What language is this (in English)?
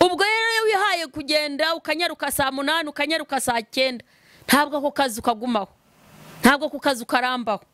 Kinyarwanda